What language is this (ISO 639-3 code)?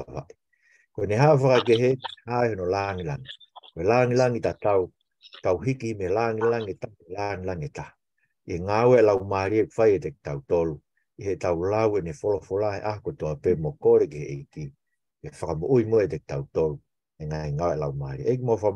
ton